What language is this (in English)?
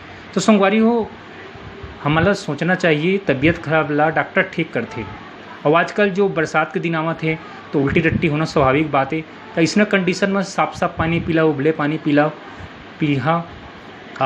Chhattisgarhi